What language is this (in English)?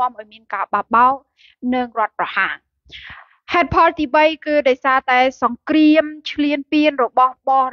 Khmer